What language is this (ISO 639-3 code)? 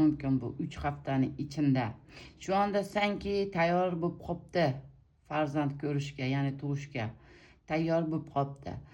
uzb